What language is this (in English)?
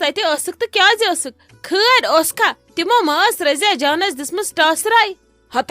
Kashmiri